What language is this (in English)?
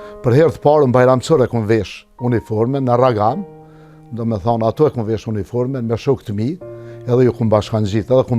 Albanian